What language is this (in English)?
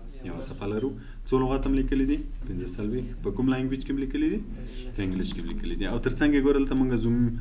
Pashto